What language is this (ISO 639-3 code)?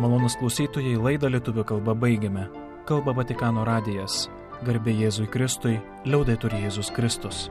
lit